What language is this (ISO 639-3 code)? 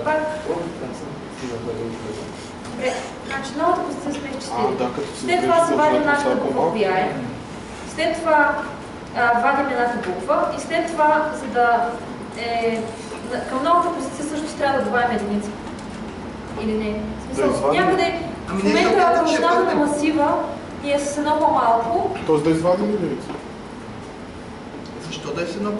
bul